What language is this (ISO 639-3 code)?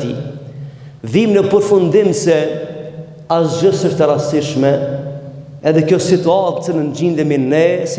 sqi